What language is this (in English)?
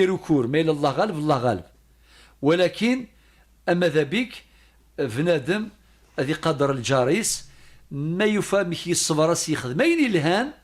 Kabyle